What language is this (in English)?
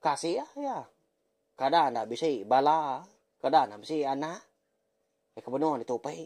Iban